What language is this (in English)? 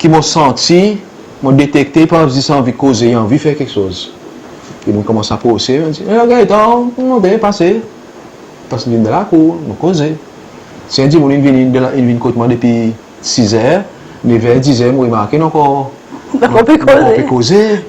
Seselwa Creole French